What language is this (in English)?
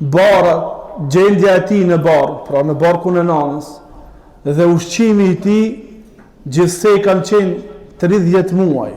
Albanian